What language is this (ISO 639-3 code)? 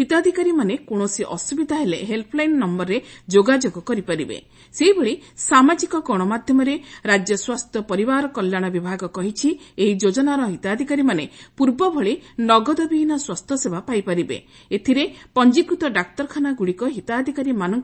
ori